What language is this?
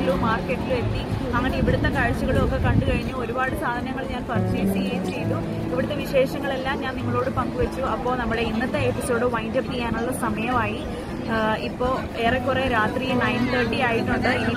Malayalam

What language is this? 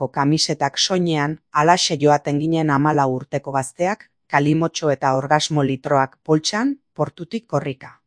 Basque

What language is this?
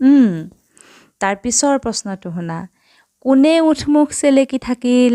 Assamese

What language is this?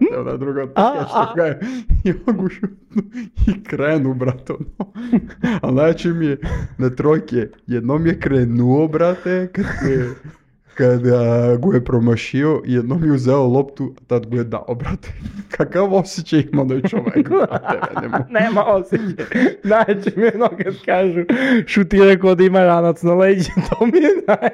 Serbian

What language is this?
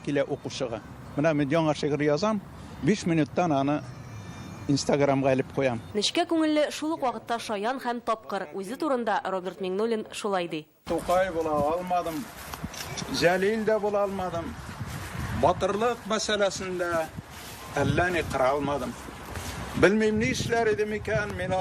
Tatar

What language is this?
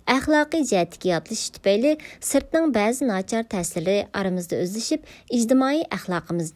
Uyghur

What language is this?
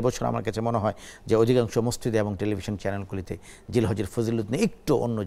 Bangla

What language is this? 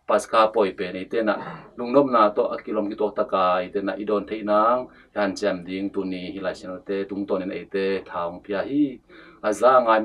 Tedim Chin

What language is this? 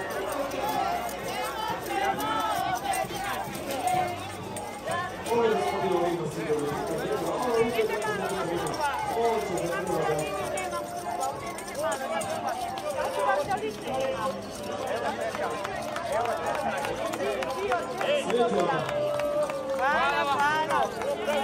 Croatian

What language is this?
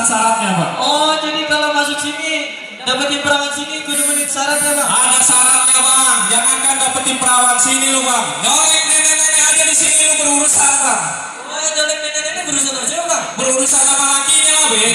Betawi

